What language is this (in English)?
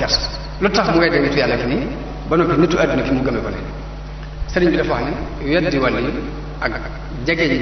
Wolof